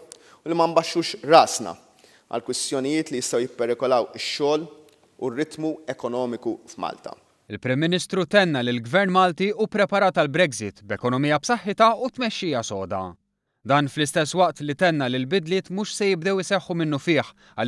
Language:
Maltese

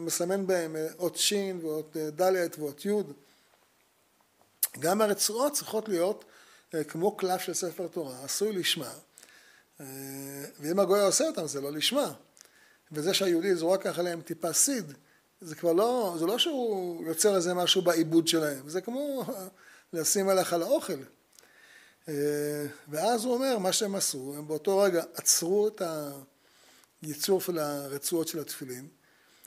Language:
Hebrew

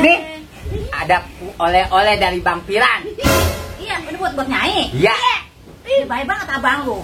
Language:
Betawi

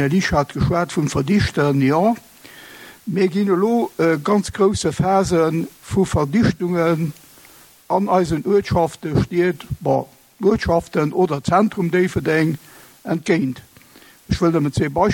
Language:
Luxembourgish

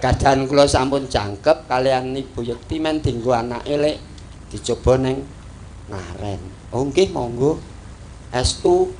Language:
Javanese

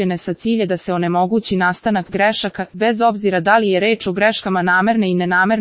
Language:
Serbian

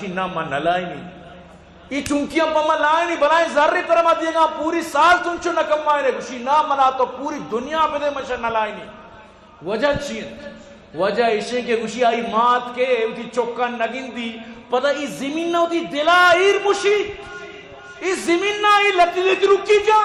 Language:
Eastern Balochi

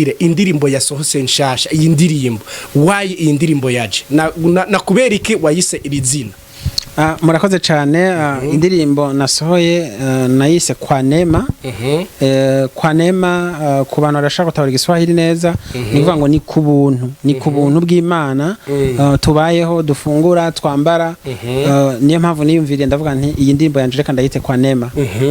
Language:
Rundi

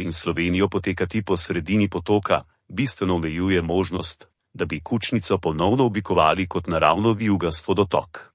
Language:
Slovenian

